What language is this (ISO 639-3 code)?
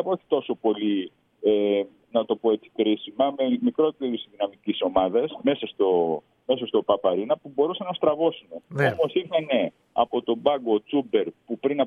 ell